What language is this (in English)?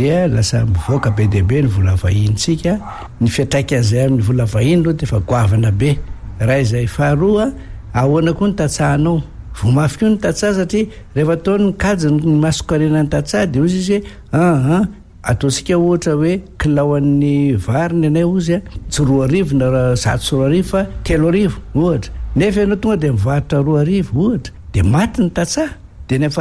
Malagasy